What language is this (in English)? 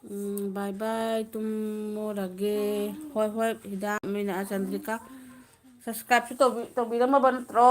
Manipuri